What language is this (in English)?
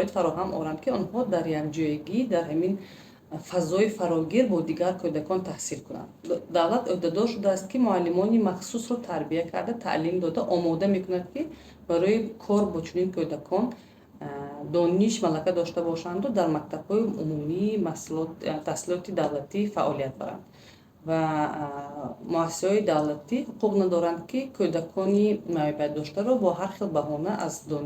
Tajik